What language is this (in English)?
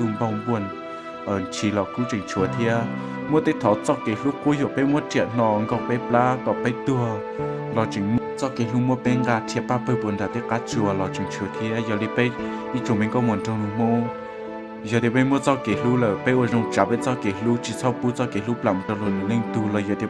Hmong